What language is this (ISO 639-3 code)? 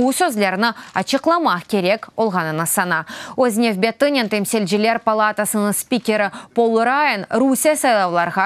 crh